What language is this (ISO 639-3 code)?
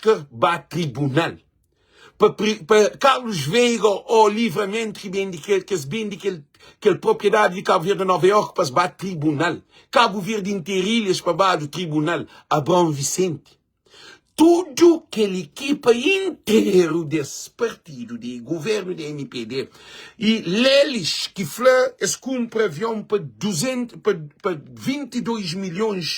kea